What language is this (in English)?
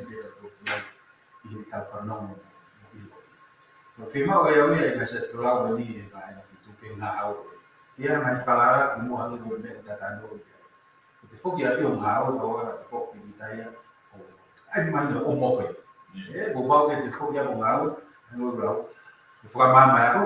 Tongan